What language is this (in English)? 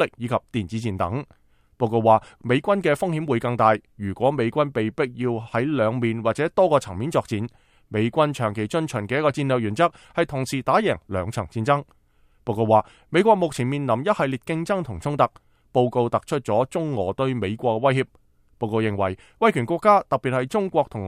Cantonese